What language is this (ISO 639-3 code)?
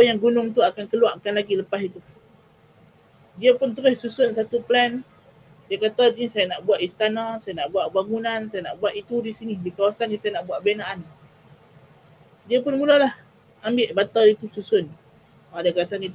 msa